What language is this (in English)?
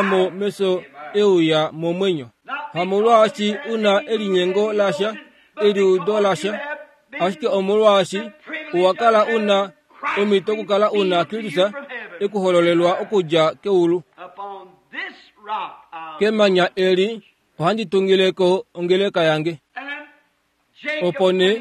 Kuanyama